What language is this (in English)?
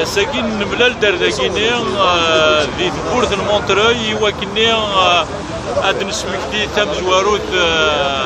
Kabyle